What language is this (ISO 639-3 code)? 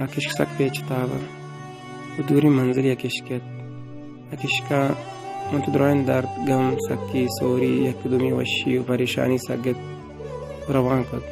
bal